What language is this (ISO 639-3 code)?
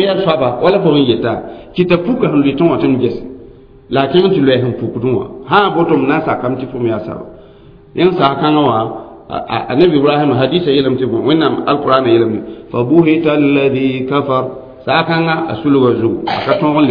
mos